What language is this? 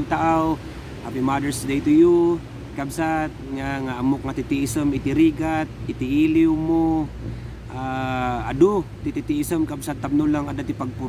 Iloko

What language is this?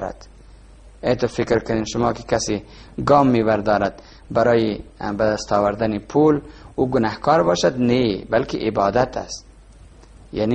Persian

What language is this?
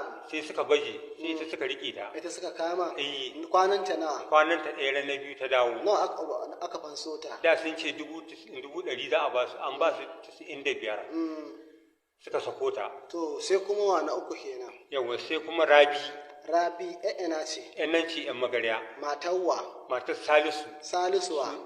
Hausa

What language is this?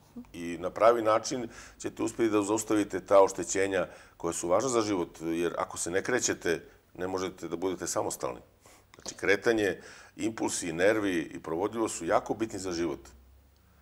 Bosnian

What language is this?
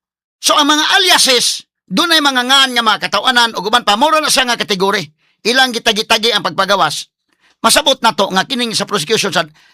Cebuano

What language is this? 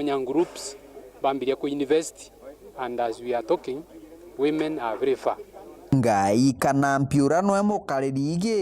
Meru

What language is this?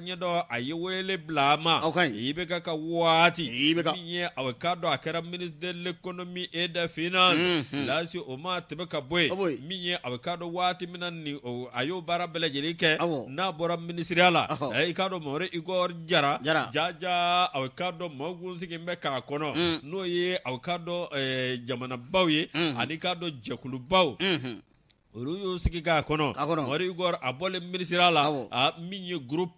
Bambara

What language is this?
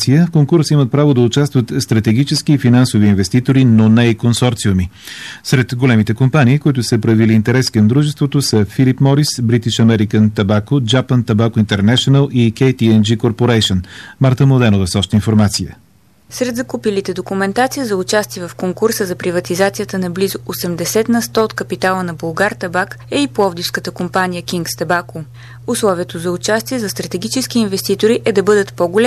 Bulgarian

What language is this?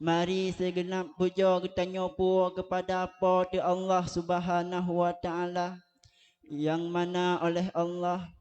Achinese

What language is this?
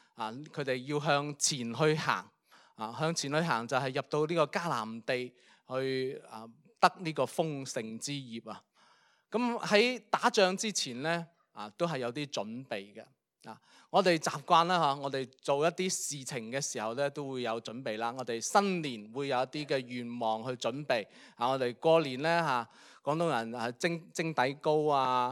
Cantonese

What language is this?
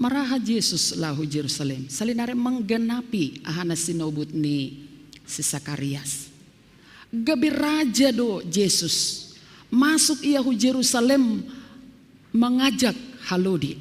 Batak Simalungun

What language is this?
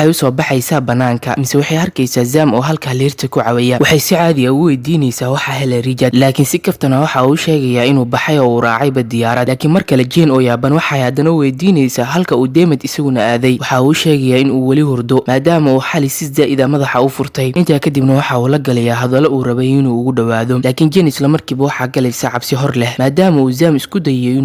Somali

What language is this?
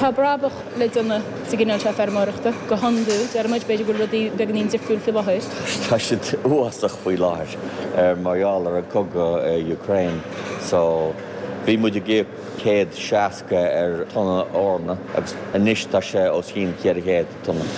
Irish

